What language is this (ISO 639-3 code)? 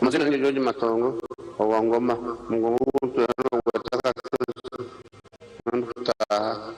nyn